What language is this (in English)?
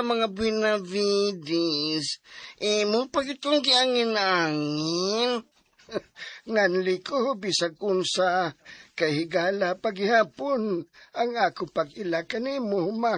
Cebuano